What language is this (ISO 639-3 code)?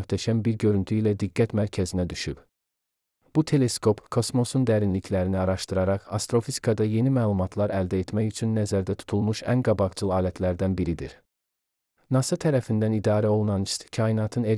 aze